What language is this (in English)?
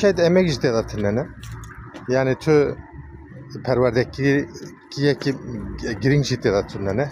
Kurdish